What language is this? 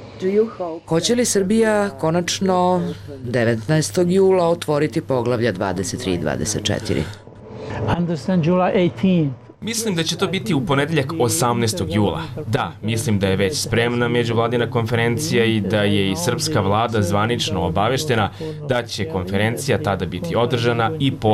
Serbian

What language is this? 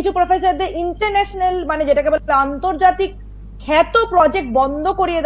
Bangla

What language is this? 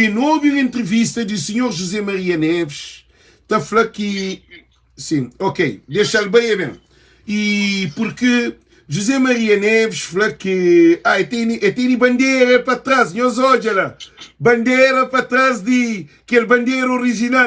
Kabuverdianu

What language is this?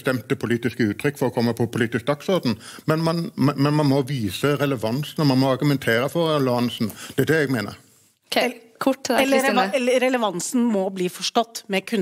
Norwegian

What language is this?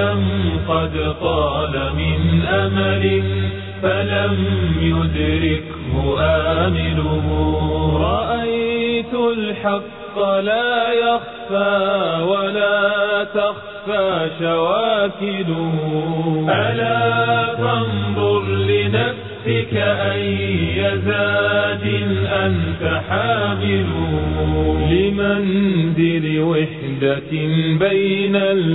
Bosnian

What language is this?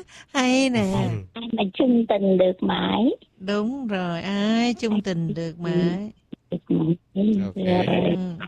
Vietnamese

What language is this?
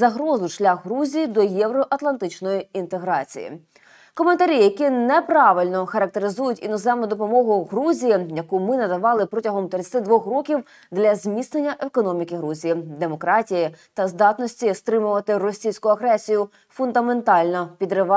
Ukrainian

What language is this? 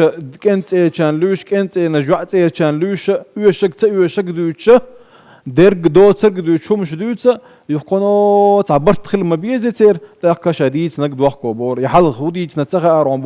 Chechen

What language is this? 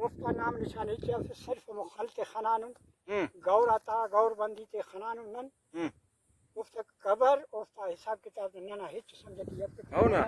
Brahui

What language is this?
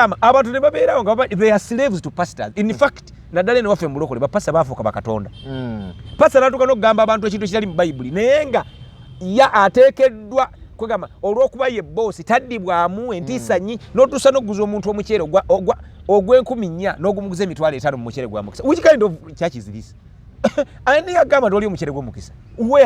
Ganda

